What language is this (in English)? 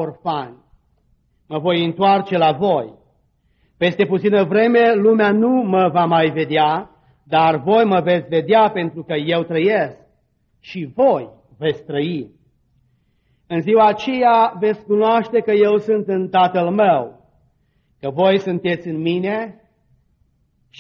Romanian